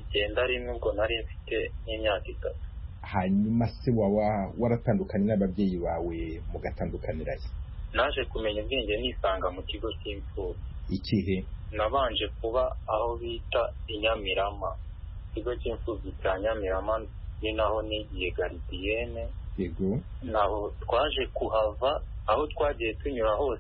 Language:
Kinyarwanda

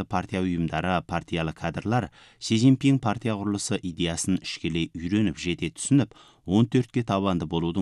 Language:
Kazakh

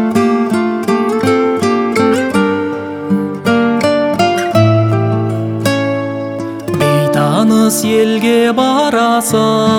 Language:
Kazakh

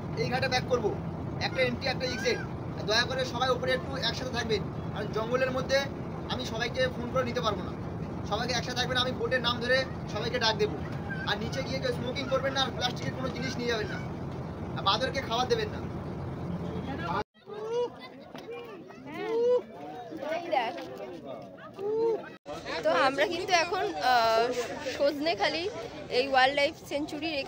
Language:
Bangla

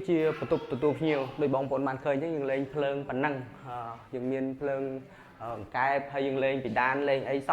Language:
Khmer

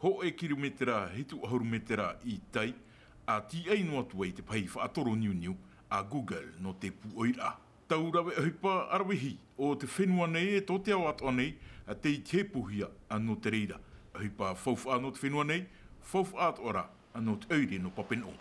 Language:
Tahitian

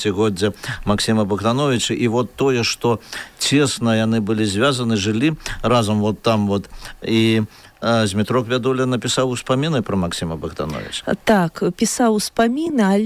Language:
Belarusian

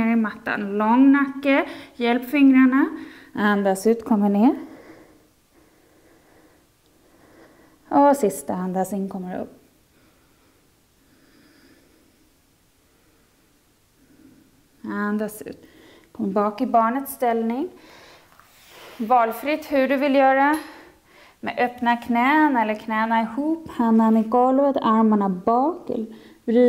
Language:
Swedish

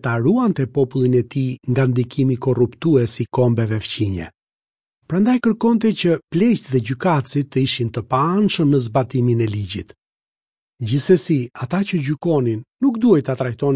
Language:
Albanian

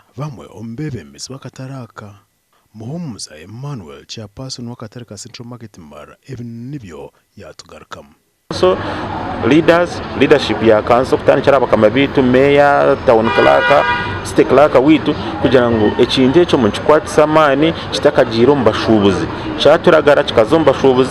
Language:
Nyankole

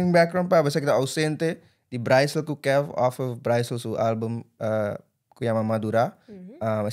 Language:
Papiamento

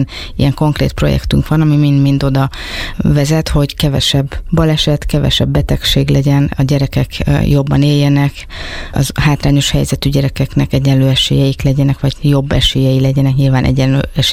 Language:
Hungarian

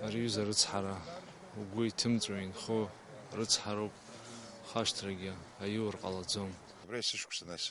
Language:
Abkhazian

